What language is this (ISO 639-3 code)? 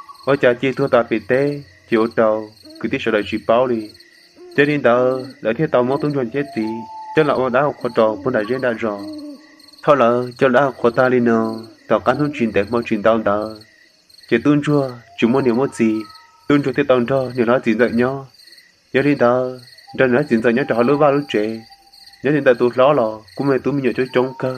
hmn